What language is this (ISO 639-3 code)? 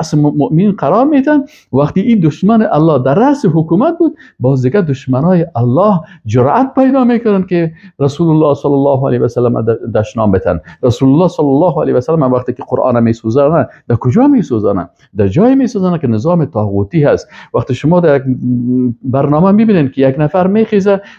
fas